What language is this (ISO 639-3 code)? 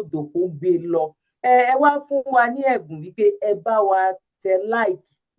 yor